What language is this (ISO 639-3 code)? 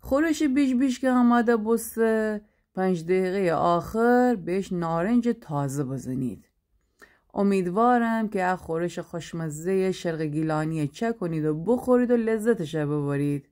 glk